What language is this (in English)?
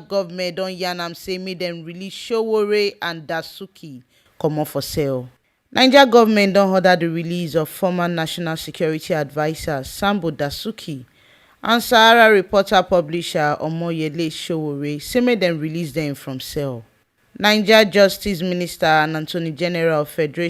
Nigerian Pidgin